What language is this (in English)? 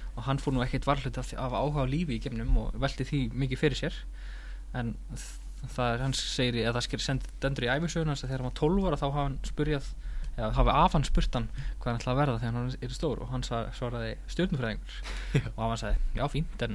Icelandic